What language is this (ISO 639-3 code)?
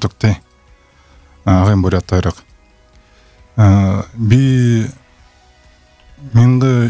bua